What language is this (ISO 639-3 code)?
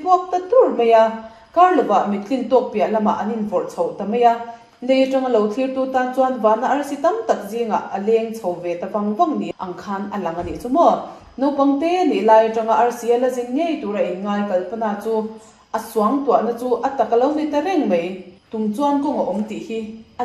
lus